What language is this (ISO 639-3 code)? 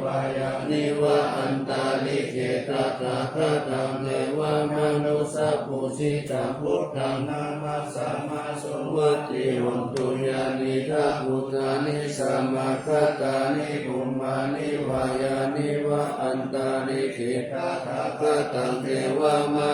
pli